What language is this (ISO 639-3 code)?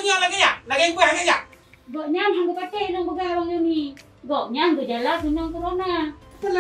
ace